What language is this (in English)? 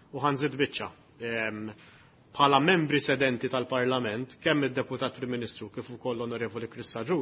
Maltese